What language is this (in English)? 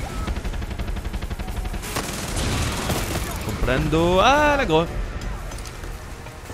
French